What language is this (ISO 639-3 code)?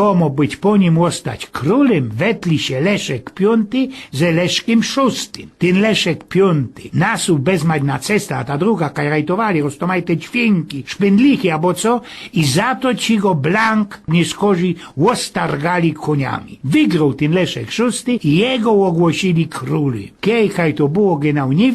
szl